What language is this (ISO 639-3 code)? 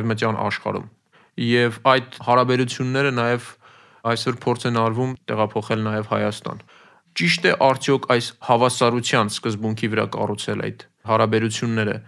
hye